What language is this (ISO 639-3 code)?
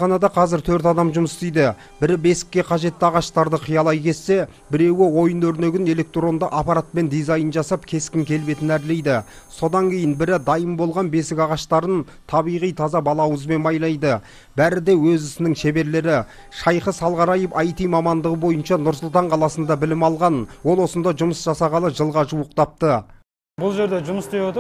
kaz